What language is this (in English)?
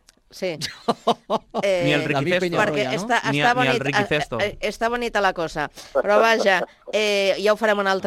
Catalan